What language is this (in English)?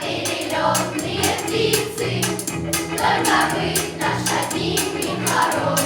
Ossetic